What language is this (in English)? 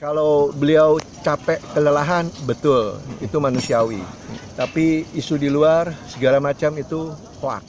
Indonesian